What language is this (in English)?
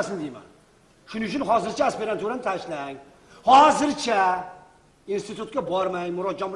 Uzbek